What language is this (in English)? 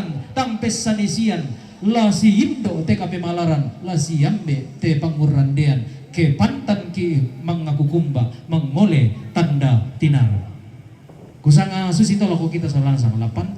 Toraja-Sa'dan